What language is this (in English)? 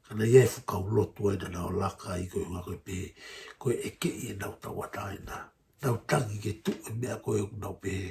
Tongan